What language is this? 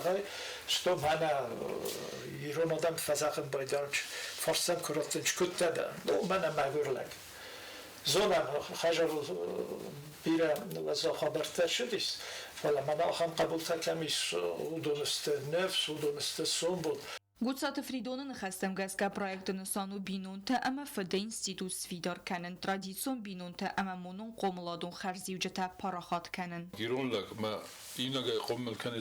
Ossetic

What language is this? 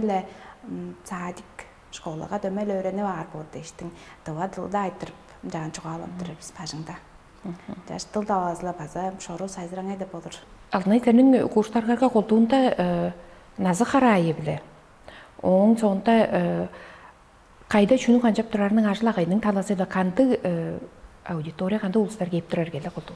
Tuvinian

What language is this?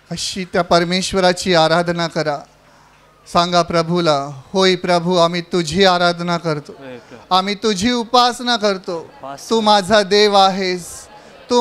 Marathi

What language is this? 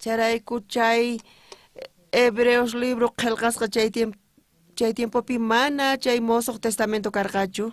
South Bolivian Quechua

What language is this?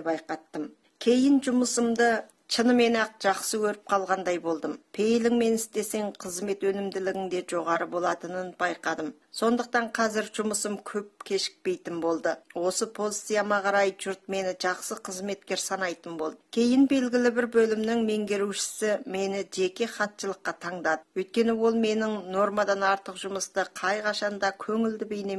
Kazakh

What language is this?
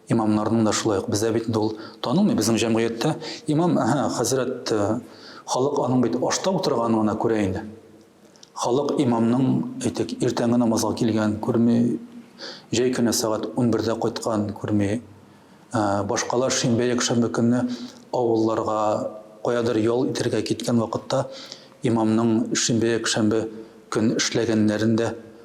Tatar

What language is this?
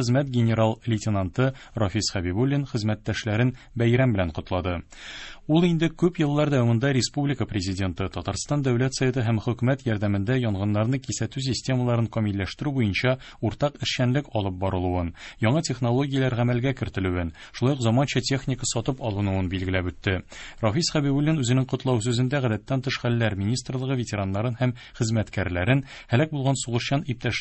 Tatar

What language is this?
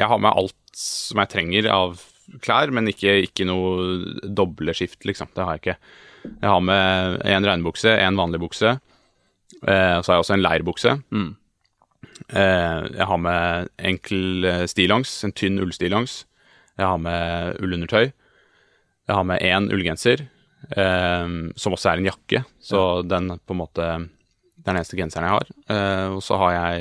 Norwegian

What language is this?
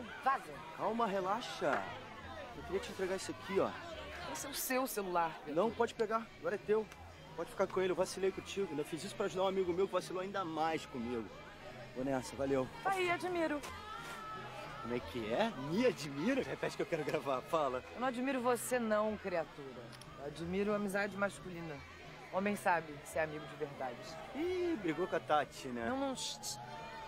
Portuguese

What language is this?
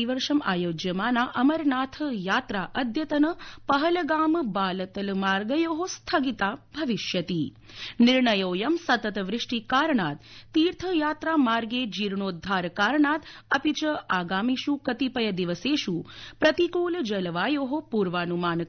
Sanskrit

